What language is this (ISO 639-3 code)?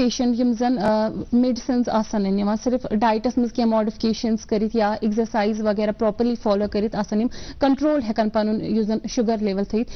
kas